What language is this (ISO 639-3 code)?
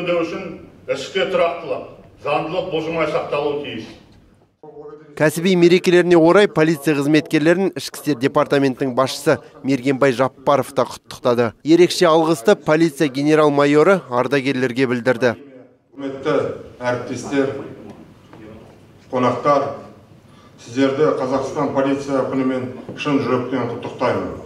kaz